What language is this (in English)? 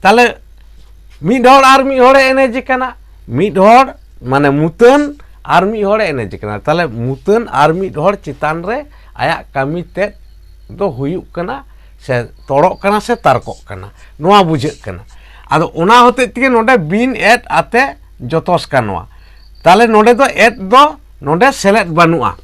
Santali